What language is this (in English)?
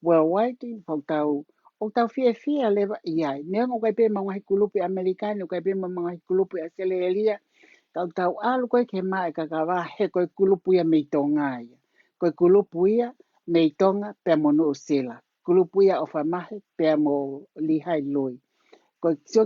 Tongan